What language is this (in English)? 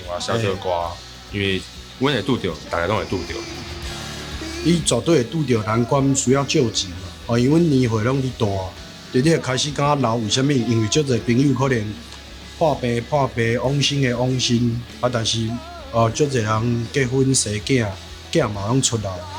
Min Nan Chinese